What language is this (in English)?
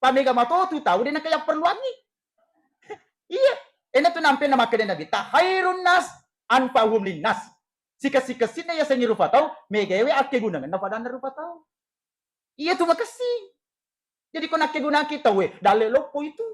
Buginese